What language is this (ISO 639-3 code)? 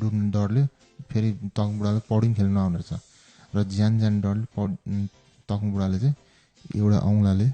nep